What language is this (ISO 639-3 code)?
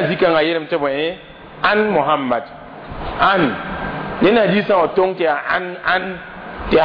mos